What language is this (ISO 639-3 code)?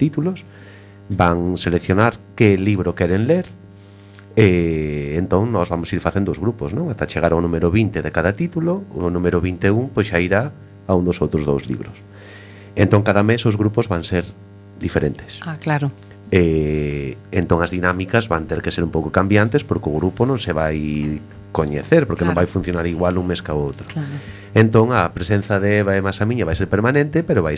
glg